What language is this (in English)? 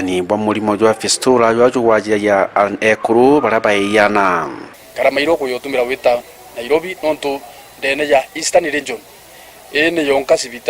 Meru